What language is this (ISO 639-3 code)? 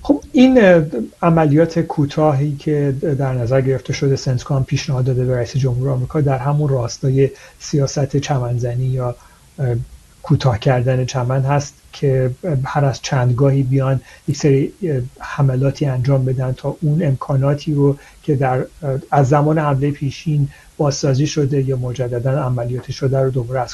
fas